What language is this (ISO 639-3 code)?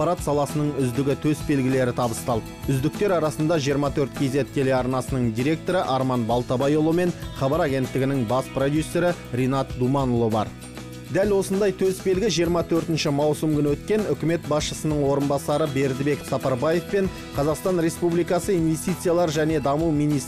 kaz